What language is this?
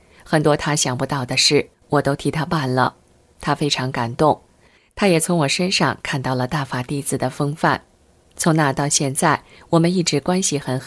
Chinese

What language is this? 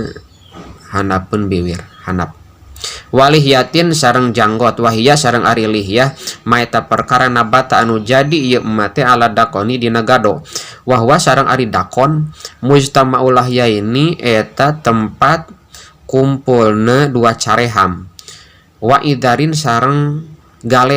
Sundanese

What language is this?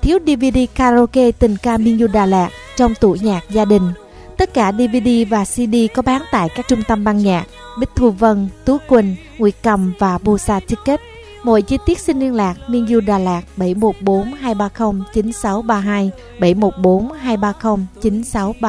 Vietnamese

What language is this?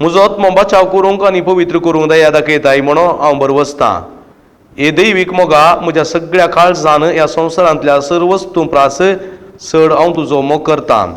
Konkani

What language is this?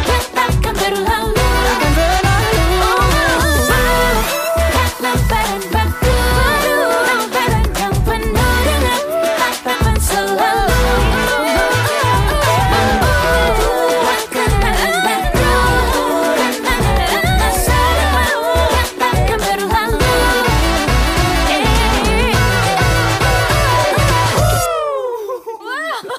Indonesian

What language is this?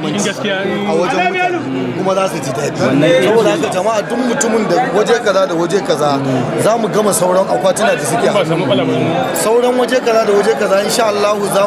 Hausa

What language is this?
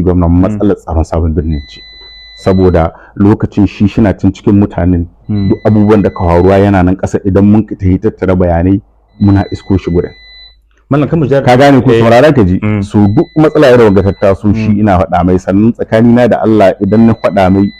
Hausa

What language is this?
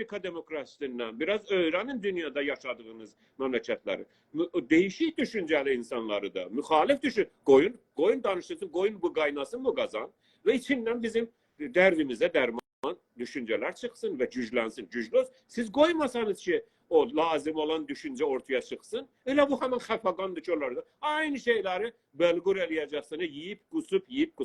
South Azerbaijani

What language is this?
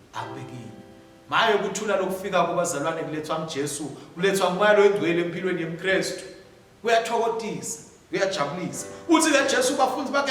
Swati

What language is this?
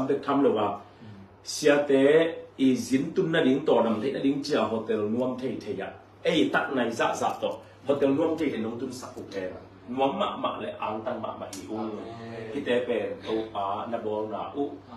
Tedim Chin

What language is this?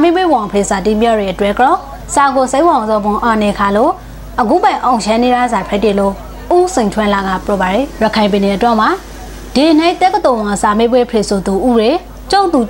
Burmese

